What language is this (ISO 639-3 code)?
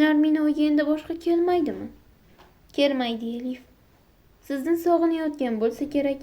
uzb